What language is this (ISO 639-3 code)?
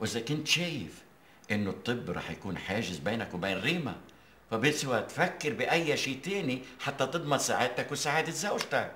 apc